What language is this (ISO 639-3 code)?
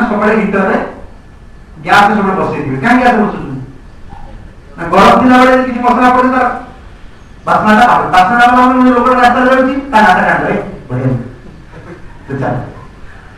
ori